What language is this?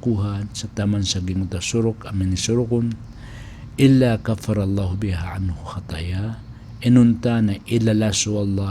Maranao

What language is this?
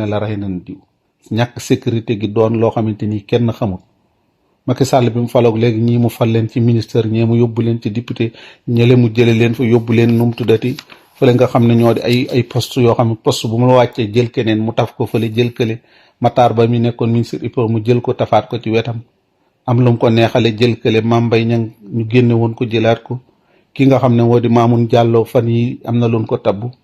Wolof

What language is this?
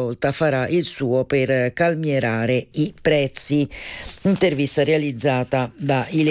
Italian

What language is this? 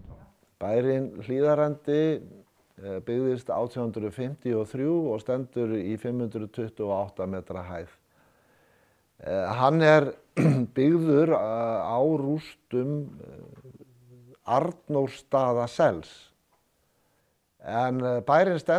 Icelandic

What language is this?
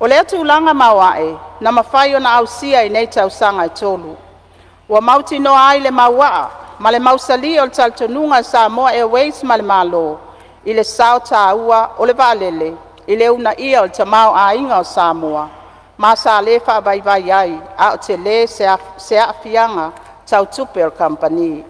Samoan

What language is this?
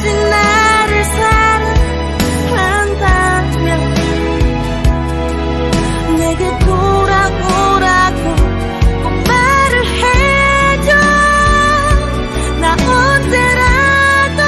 Korean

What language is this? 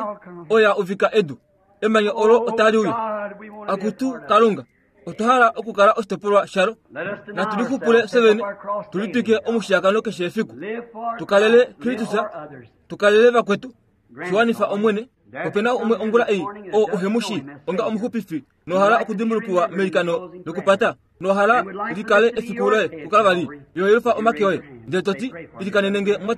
Kuanyama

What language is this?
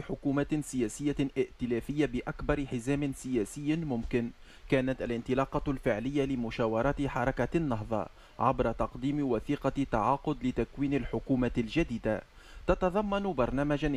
Arabic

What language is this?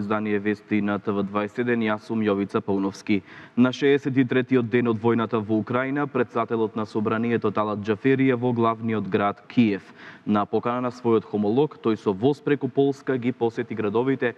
Macedonian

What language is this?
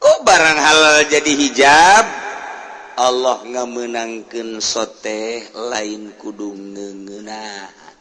Sundanese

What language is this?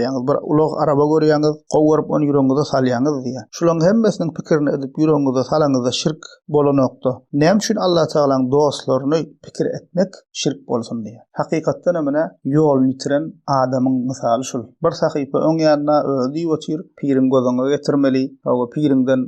Turkmen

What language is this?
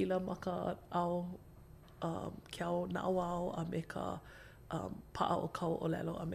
Hawaiian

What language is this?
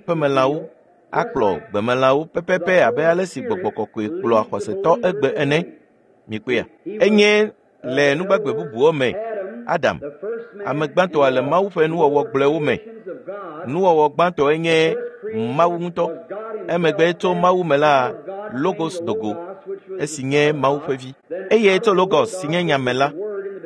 Ewe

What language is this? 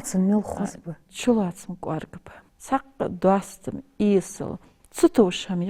Ingush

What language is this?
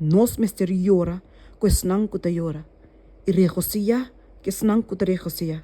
Papiamento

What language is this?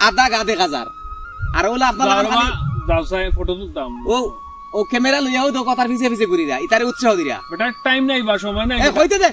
Sylheti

